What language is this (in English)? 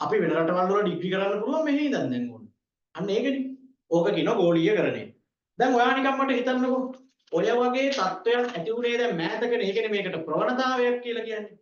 Sinhala